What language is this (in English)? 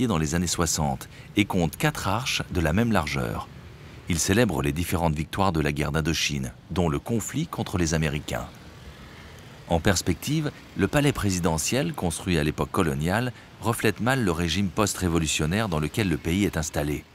French